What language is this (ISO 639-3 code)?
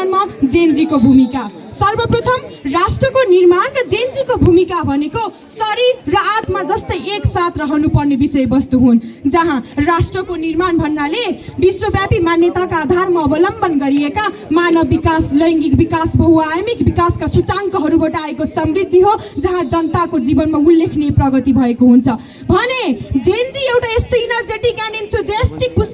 nep